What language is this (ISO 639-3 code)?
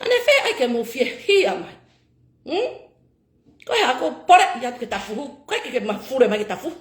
ton